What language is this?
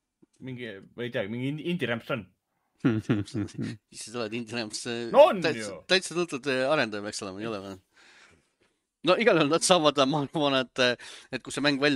Estonian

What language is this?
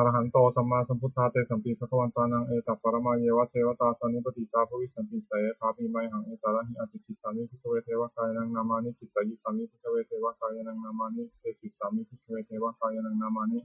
Pali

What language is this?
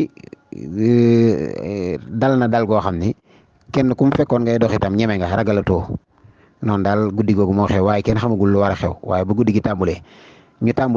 Wolof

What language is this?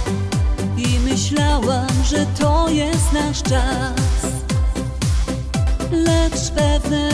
Polish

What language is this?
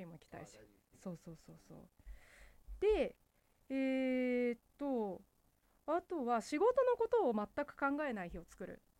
Japanese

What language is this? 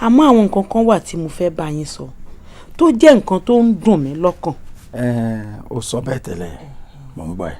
Yoruba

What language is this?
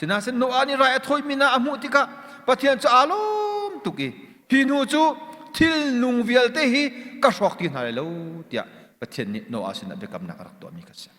Hakha Chin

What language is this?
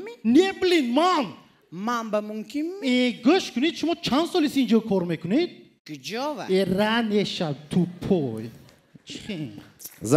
Tajik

